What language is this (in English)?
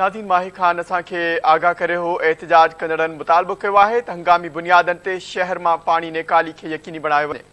Sindhi